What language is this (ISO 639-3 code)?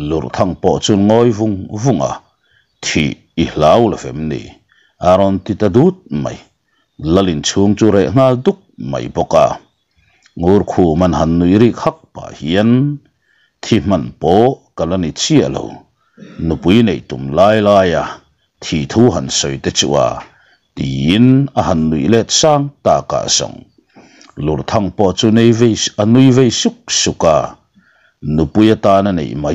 lus